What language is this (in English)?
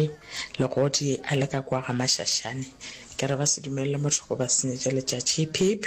Northern Sotho